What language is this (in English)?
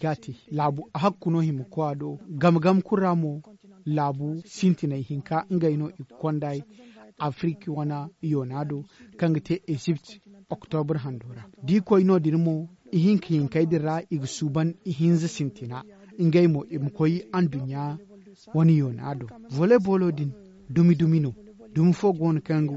Zarma